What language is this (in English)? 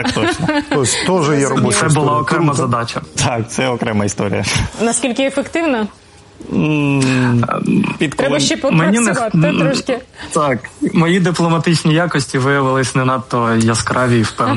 Ukrainian